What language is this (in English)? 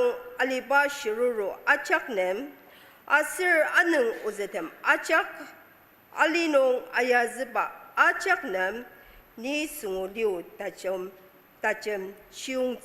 Ao Naga